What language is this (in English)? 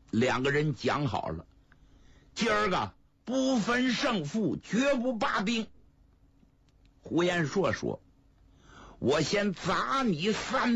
Chinese